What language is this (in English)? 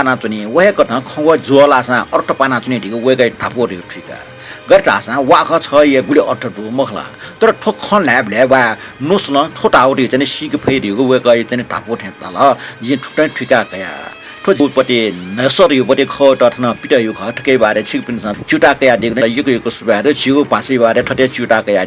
Newari